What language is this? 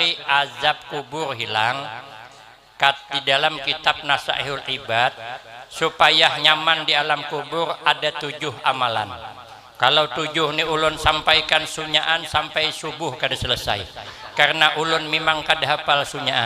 Banjar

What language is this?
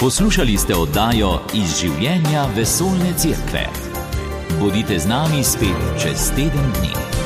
Slovenian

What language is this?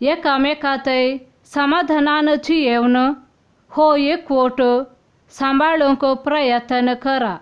Konkani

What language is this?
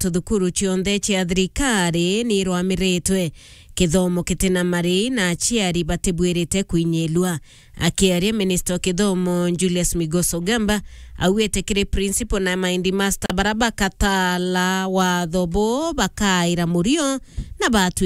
Meru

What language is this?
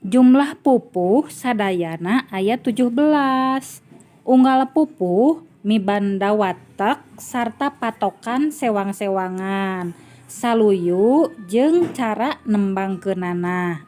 Sundanese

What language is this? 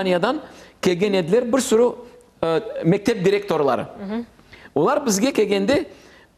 Crimean Tatar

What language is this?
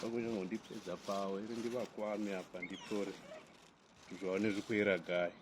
Venda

